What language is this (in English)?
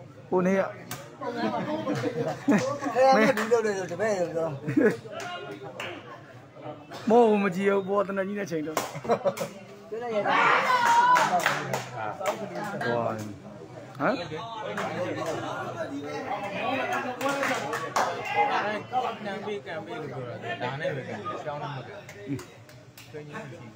Burmese